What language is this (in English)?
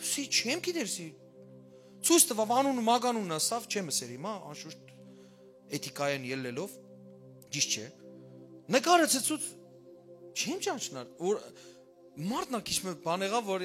Western Armenian